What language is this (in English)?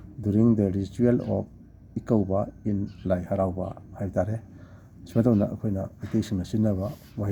Manipuri